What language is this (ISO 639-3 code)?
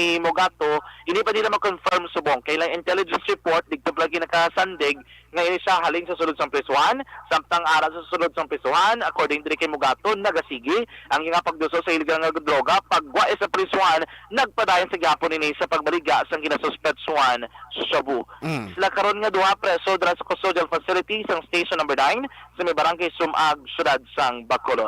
hil